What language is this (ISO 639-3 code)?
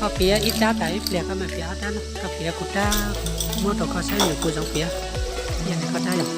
hmn